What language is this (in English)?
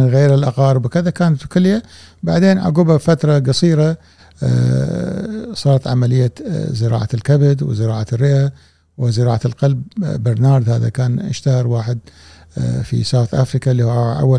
Gulf Arabic